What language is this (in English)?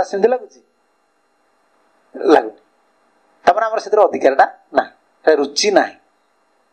Odia